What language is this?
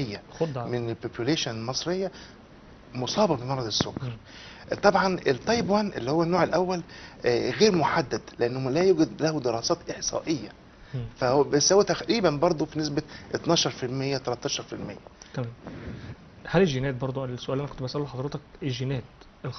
Egyptian Arabic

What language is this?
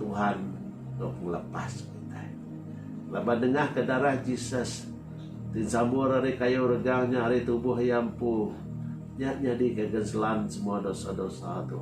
Iban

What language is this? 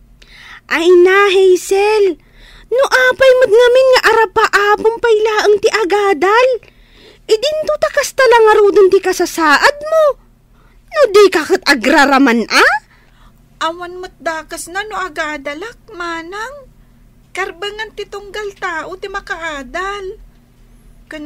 Iloko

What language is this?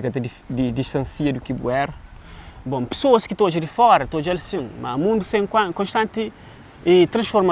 Kabuverdianu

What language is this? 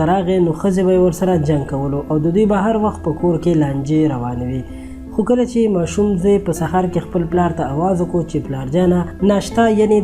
Pashto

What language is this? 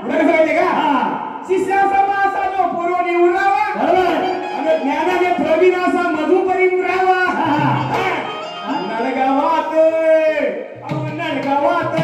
Marathi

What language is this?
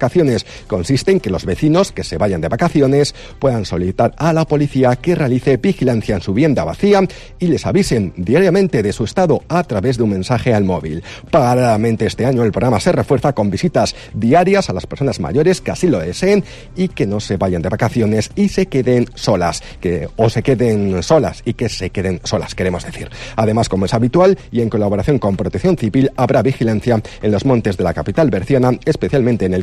Spanish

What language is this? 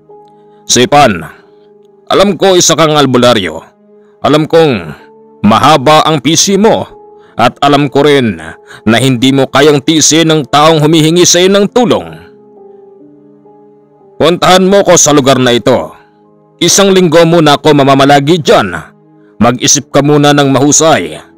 Filipino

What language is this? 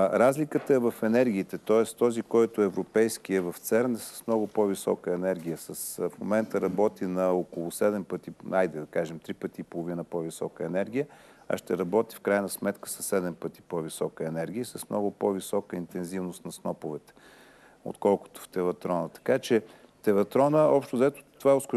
Bulgarian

